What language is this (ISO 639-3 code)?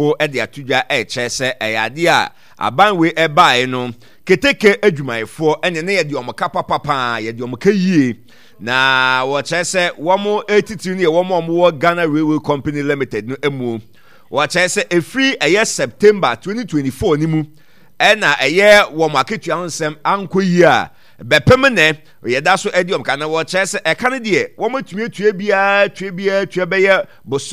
aka